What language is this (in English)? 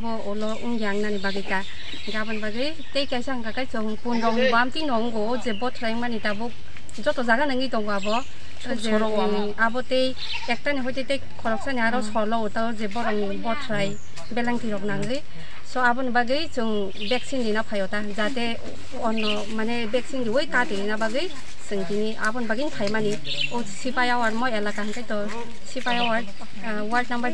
Kok Borok